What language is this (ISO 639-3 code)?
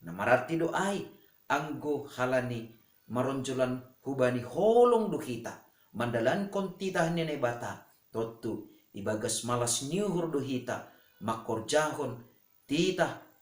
bts